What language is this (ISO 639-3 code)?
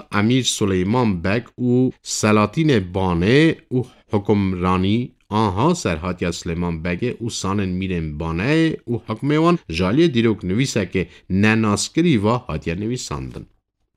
kur